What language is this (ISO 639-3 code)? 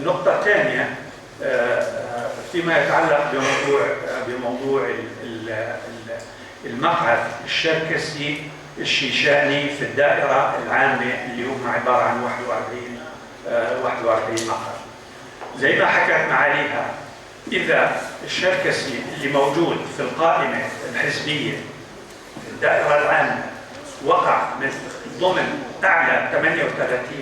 apc